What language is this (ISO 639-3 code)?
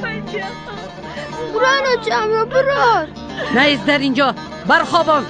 tgk